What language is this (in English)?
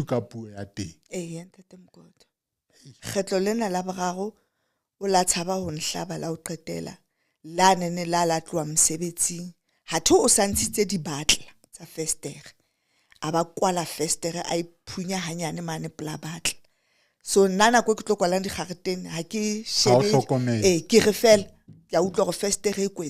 Southern Sotho